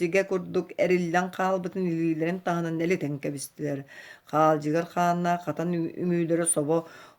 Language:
Yakut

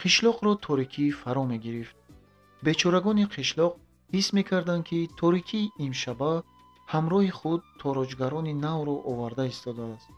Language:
Tajik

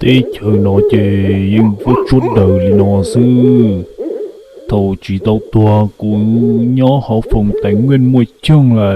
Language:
Hmong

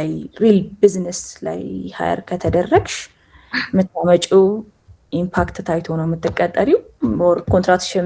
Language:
Amharic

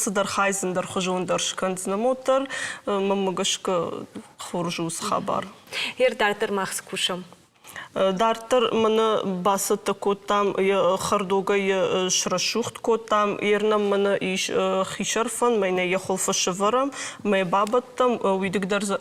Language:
Ossetic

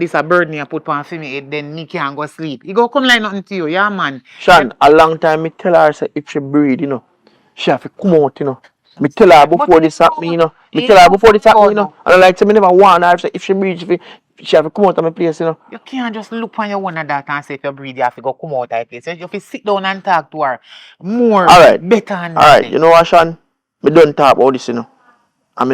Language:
Jamaican Creole English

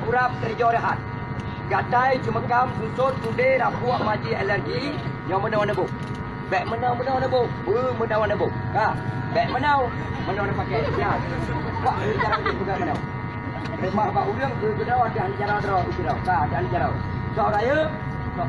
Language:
Achinese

